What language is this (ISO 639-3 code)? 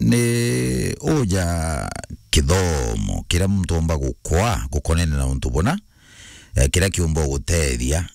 mer